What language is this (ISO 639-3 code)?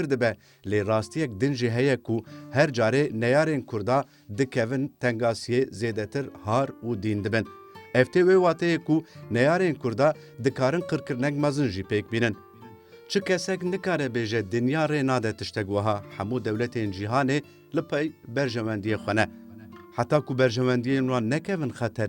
kur